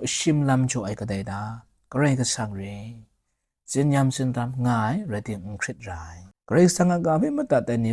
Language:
Kachin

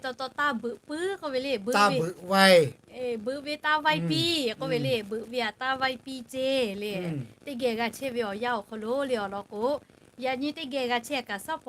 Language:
Lahu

